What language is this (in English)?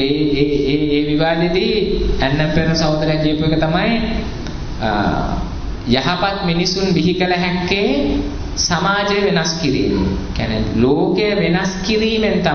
Sinhala